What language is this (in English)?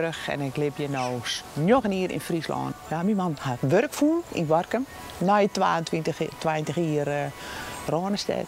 Western Frisian